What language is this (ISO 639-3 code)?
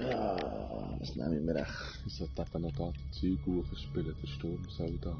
gsw